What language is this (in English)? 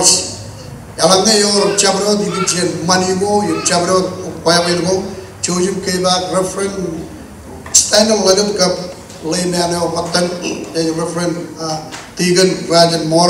Marshallese